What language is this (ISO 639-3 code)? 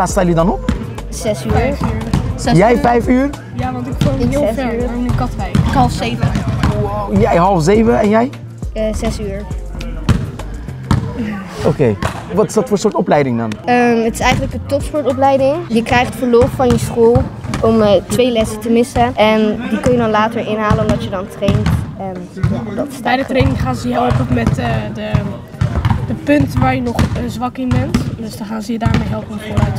nld